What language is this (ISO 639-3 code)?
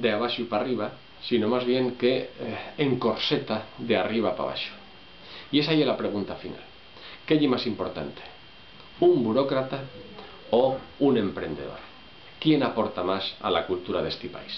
ast